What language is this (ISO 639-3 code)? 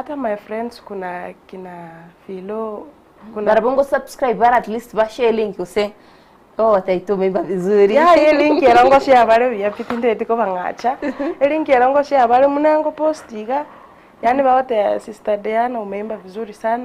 guz